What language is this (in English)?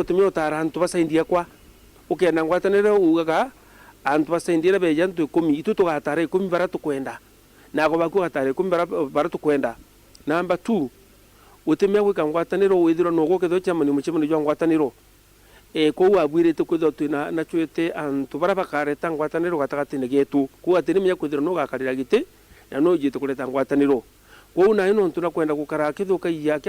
Meru